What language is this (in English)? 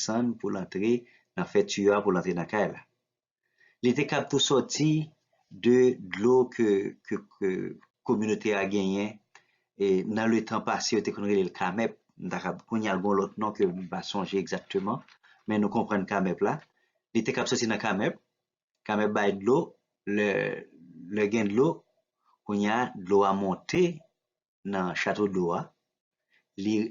Haitian Creole